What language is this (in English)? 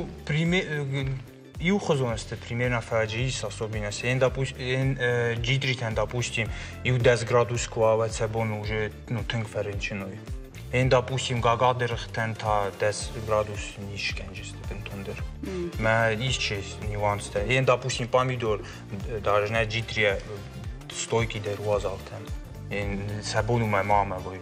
Ossetic